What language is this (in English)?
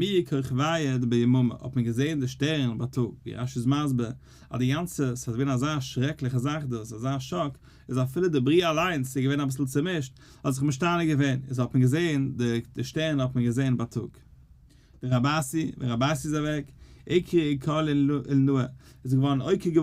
Yiddish